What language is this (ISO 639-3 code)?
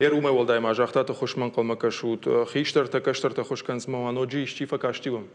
oss